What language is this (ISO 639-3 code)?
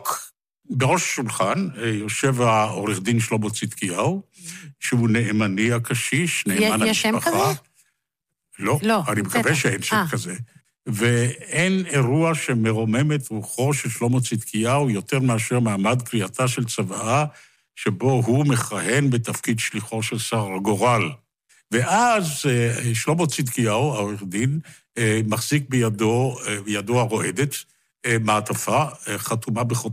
heb